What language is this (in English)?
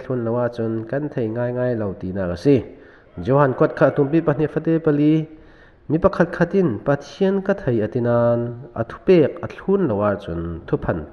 Falam Chin